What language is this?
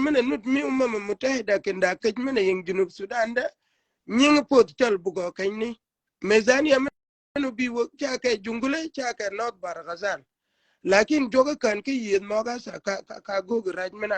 Shilluk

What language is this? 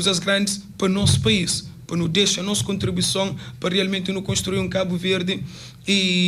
Kabuverdianu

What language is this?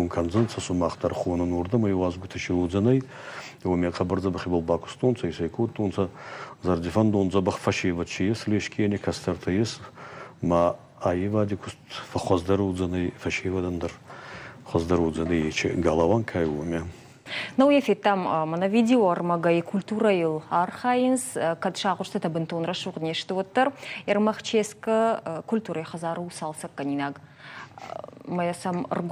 Ossetic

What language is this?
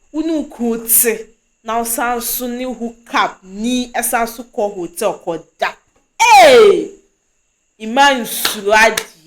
Akan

